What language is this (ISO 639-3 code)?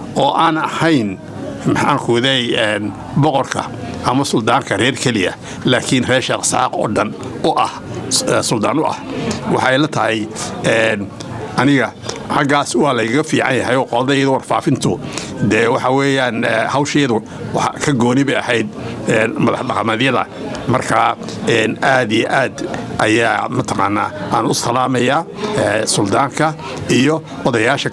som